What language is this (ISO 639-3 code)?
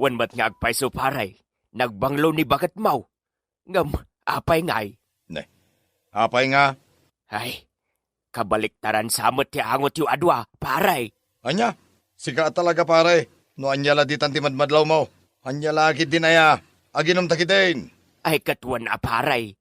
ilo